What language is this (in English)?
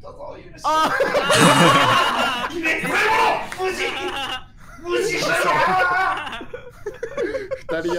Japanese